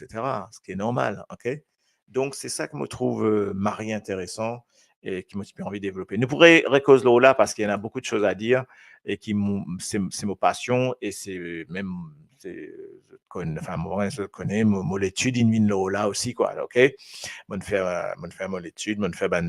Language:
Morisyen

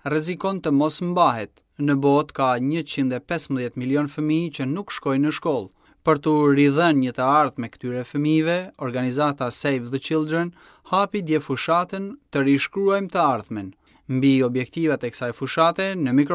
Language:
Albanian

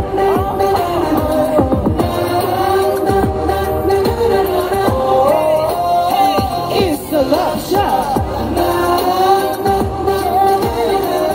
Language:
Korean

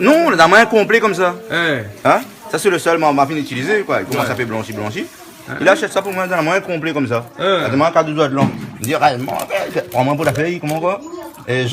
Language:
Réunion Creole French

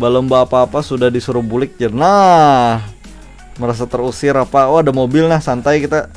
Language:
Banjar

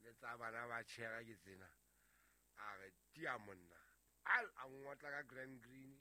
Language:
Southern Sotho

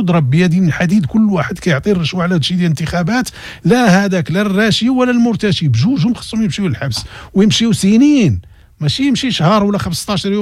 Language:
Moroccan Arabic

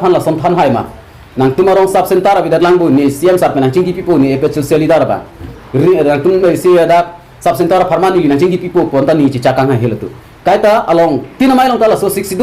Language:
Karbi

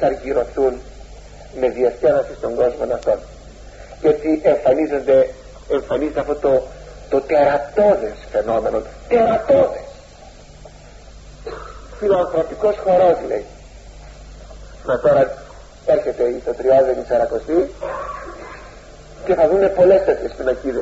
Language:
Greek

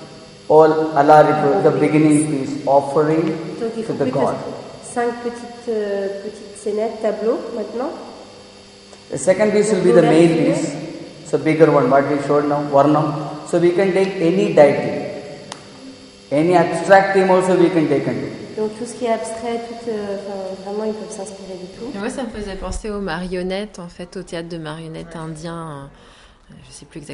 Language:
French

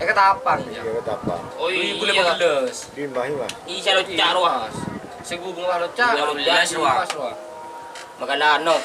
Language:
Madurese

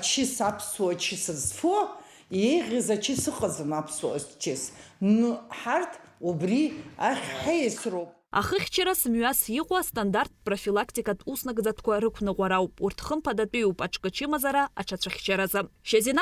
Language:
Abkhazian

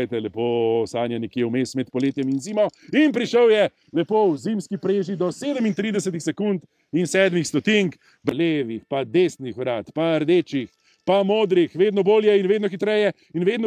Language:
Slovenian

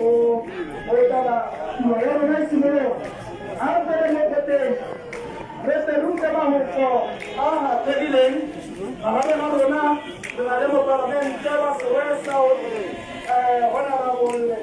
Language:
Tswana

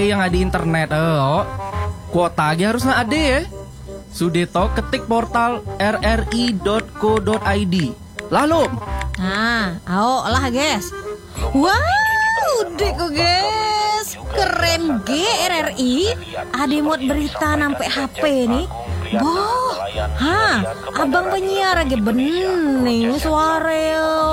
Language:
Indonesian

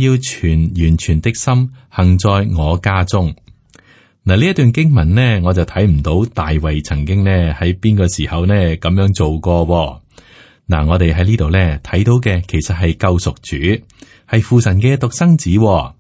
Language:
Cantonese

